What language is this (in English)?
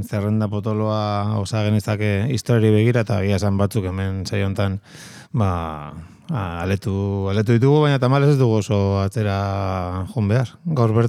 Basque